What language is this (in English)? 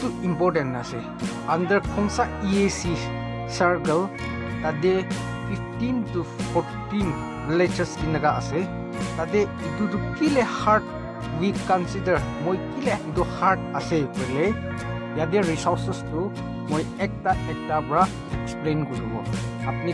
Naga Pidgin